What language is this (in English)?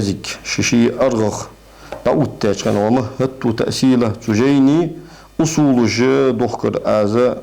Ingush